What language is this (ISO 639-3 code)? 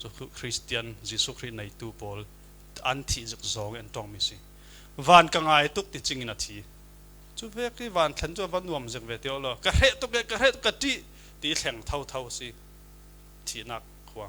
cfm